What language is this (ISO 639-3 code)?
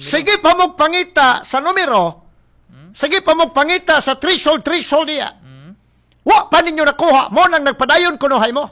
ceb